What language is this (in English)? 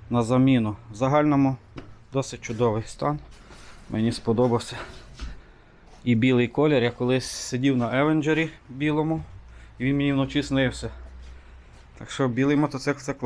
Ukrainian